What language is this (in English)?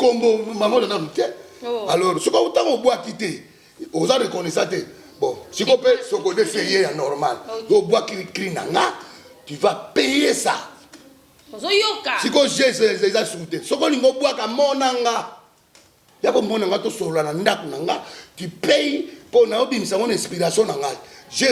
Lingala